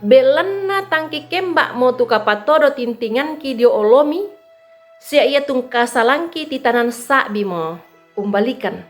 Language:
Toraja-Sa'dan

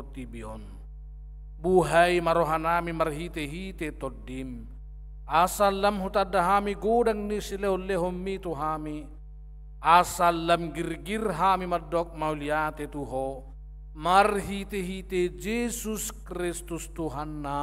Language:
Batak Toba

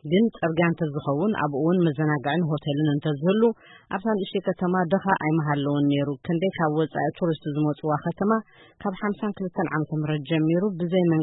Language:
Tigrinya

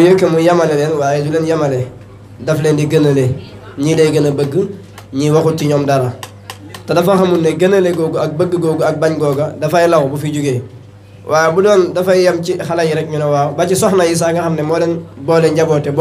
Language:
Wolof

